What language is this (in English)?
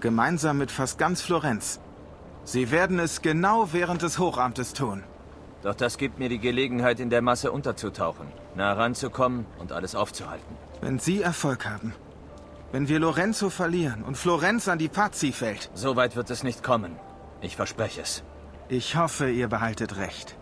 Bavarian